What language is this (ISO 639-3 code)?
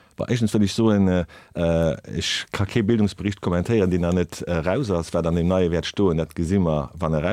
ltz